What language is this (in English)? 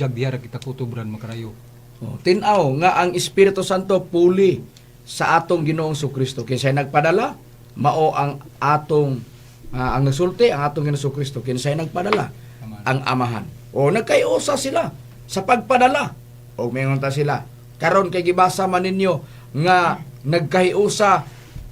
Cebuano